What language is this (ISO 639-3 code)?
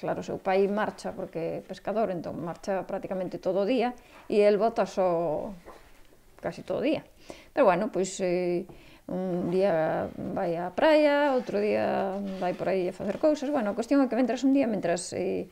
glg